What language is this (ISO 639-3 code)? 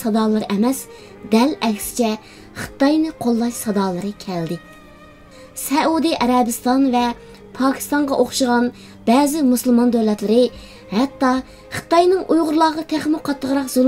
uig